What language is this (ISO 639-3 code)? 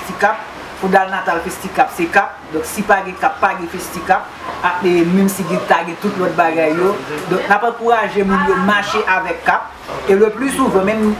hat